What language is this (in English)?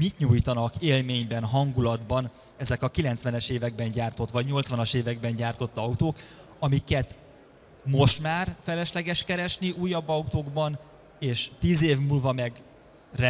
Hungarian